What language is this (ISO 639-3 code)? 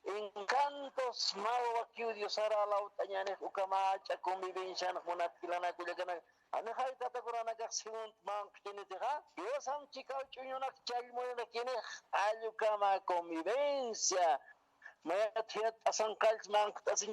aym